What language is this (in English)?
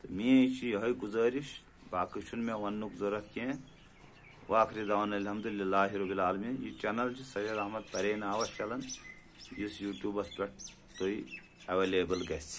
Kashmiri